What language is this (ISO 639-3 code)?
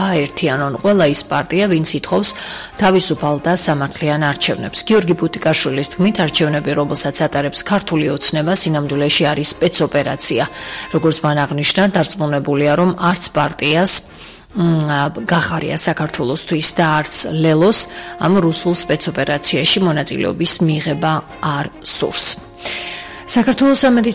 kat